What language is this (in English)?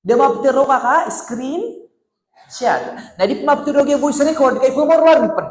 Maranao